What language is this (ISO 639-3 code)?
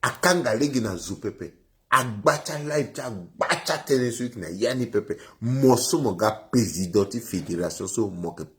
sag